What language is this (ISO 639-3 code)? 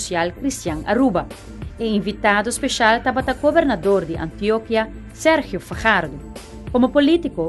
pap